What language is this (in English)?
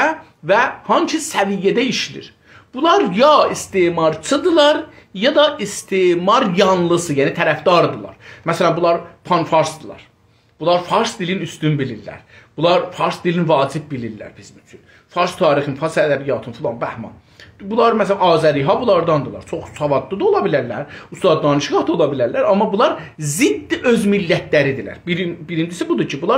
South Azerbaijani